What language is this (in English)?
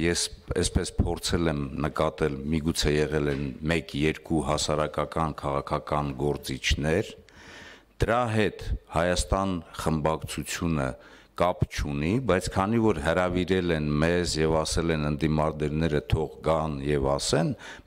Armenian